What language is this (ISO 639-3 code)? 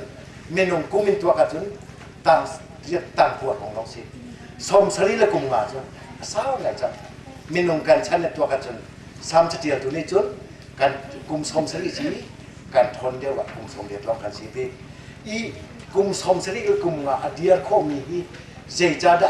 cnh